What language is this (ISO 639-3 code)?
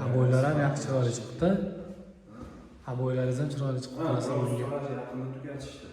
uzb